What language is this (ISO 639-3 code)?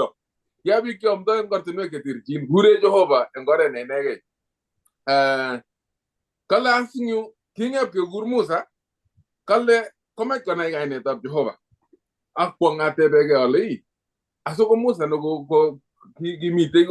kln